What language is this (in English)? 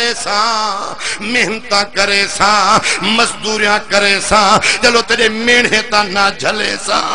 Saraiki